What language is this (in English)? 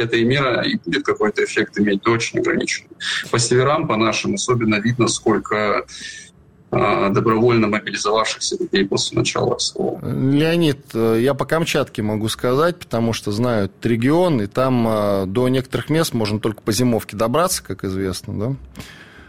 Russian